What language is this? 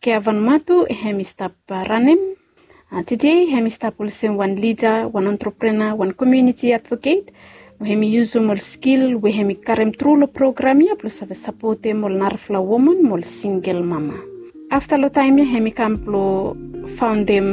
Bislama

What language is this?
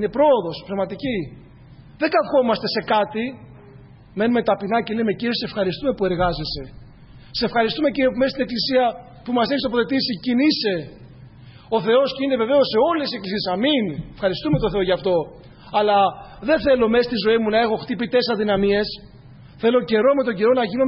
Greek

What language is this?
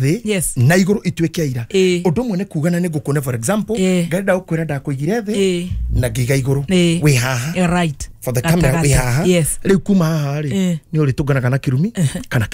Kikuyu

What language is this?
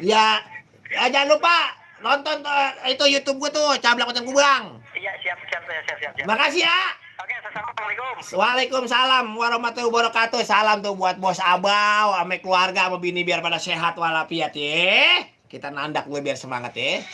Betawi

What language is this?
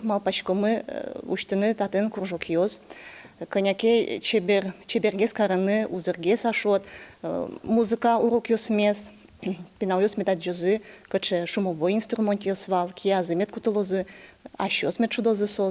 Udmurt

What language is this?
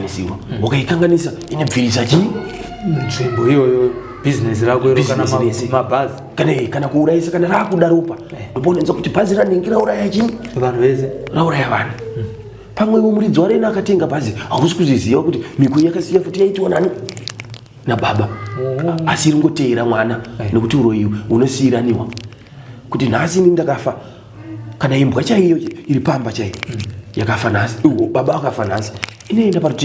Shona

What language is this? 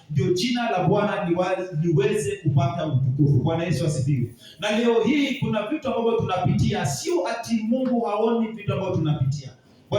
Swahili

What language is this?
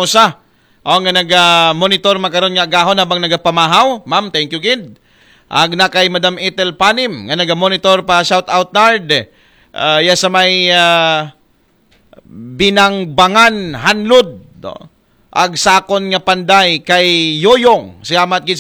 Aklanon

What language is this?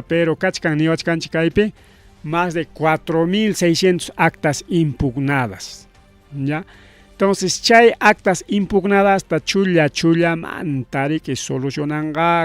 Ayacucho Quechua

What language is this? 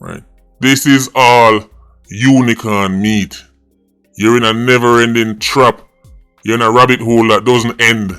Jamaican Creole English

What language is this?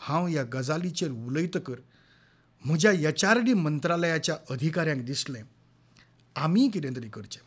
Konkani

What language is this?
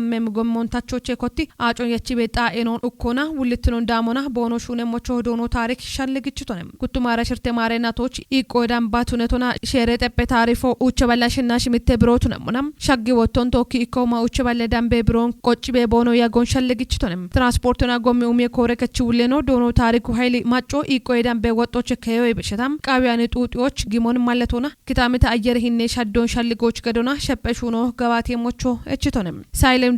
Kafa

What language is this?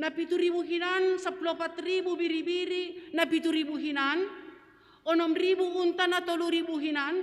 Batak Simalungun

